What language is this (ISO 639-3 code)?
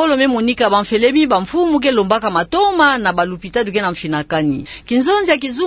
ktu